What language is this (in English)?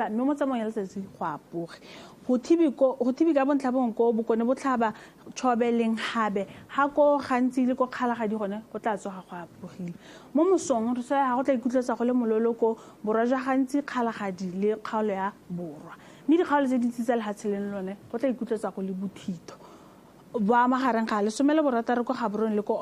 Tswana